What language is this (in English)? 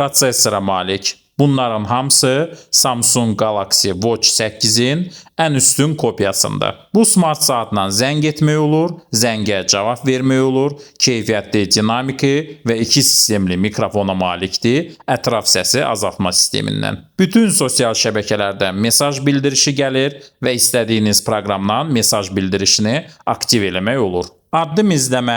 Azerbaijani